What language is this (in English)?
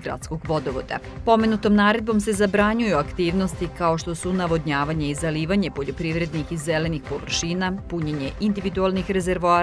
Serbian